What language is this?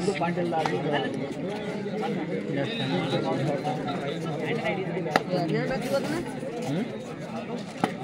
Kannada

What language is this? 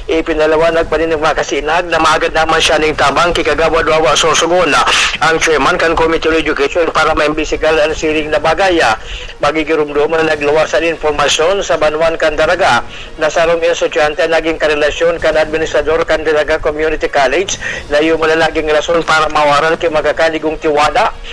Bikol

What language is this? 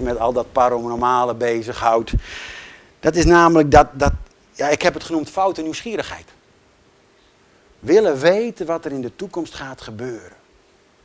Dutch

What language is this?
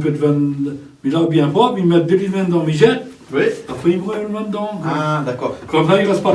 Réunion Creole French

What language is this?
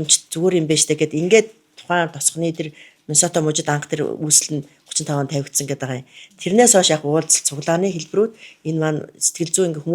Mongolian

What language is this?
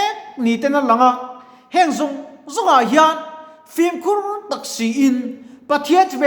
Mizo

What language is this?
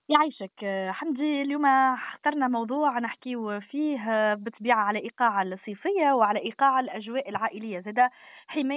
Tunisian Arabic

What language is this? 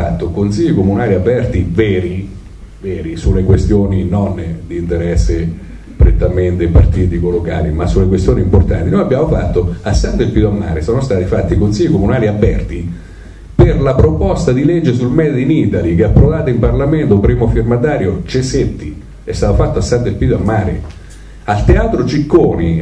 Italian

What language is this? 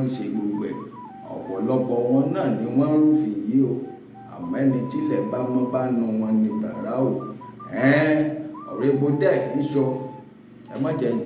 Yoruba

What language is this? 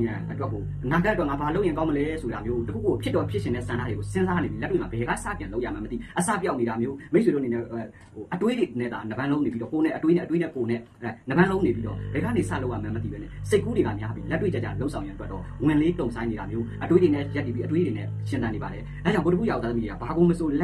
Burmese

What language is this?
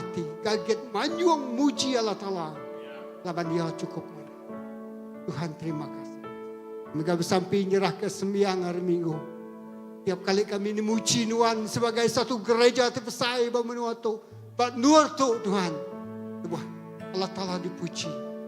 Iban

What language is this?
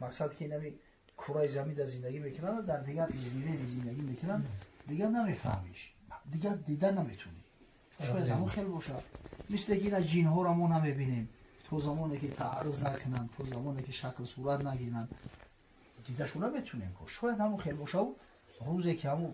Tajik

